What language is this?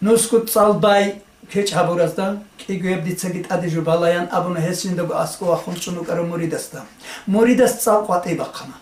Avaric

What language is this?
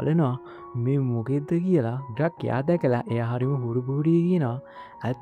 Sinhala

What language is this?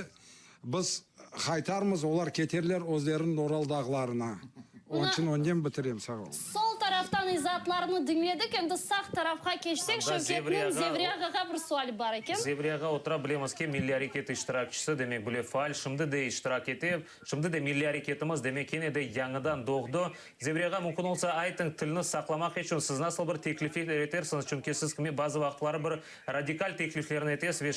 Crimean Tatar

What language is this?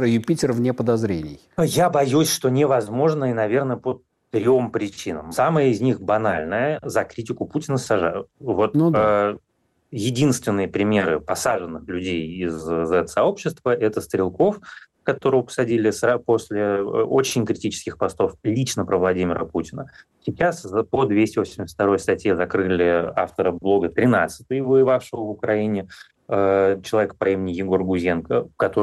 Russian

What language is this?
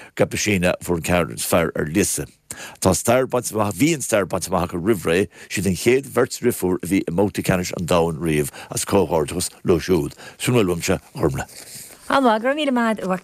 Irish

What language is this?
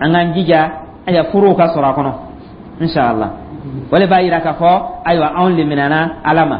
Dyula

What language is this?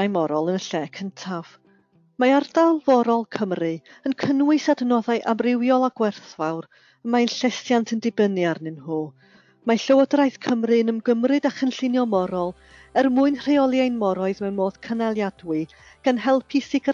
Welsh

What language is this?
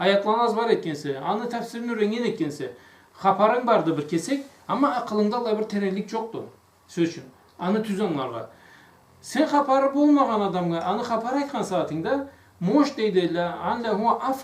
Karachay-Balkar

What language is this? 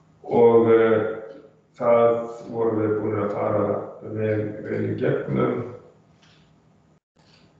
Icelandic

